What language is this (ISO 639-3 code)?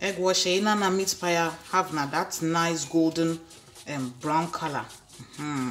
ewe